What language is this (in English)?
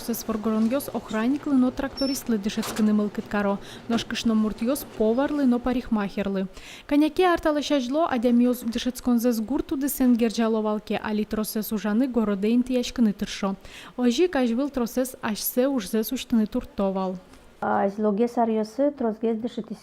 Udmurt